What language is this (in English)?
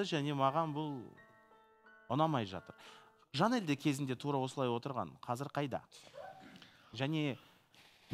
Kazakh